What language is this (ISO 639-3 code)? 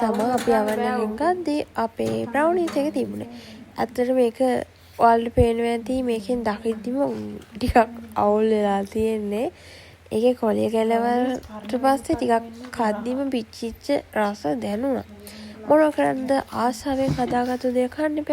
sin